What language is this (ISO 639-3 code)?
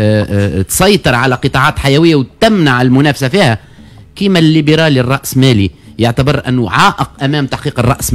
aeb